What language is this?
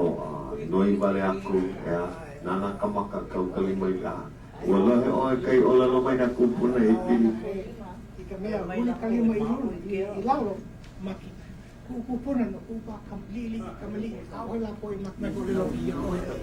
Hawaiian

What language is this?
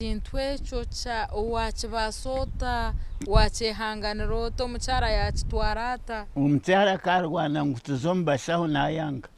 Nyankole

